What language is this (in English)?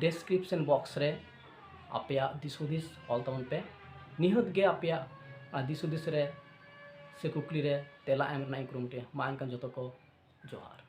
Santali